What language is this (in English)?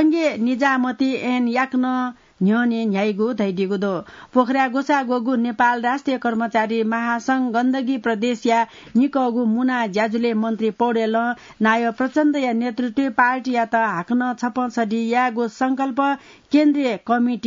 Newari